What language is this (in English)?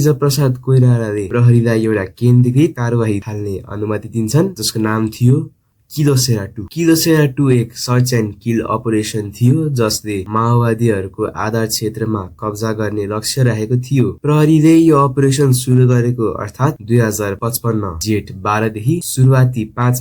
Nepali